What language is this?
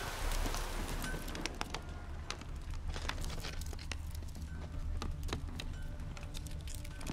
Polish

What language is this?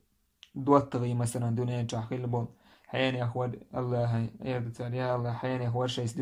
Chechen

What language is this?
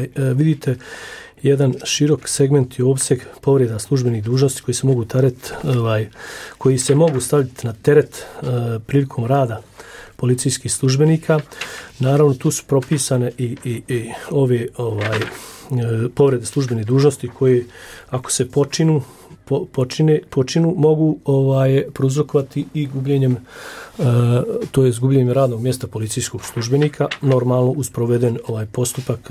Bosnian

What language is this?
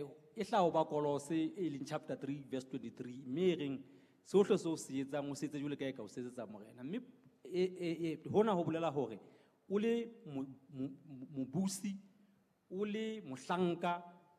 Southern Sotho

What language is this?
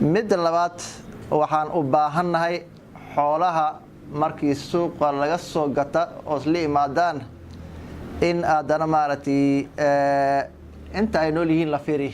Somali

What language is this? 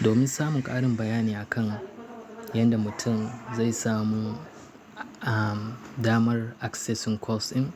Hausa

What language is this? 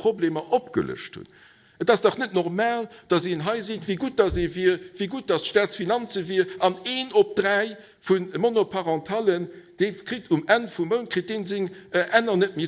Luxembourgish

